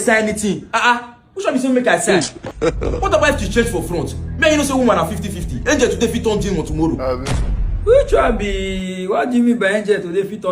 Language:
Nigerian Pidgin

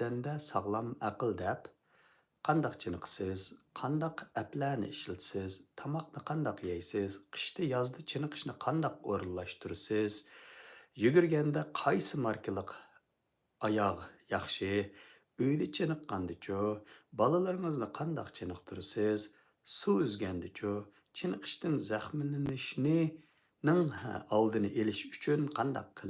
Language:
Uyghur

